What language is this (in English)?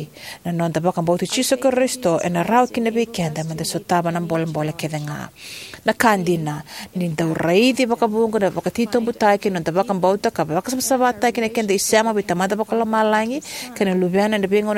Fijian